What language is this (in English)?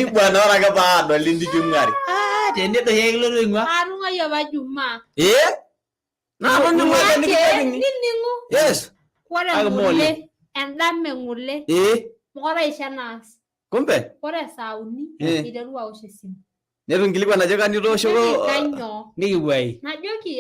Masai